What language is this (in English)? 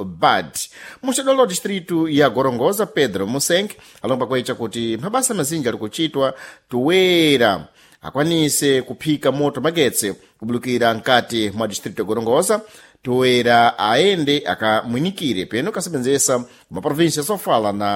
Sena